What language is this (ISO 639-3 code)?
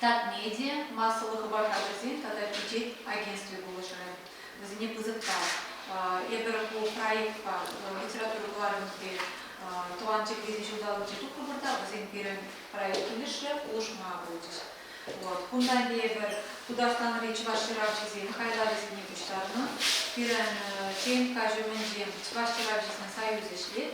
chv